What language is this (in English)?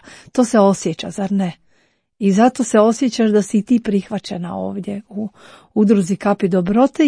Croatian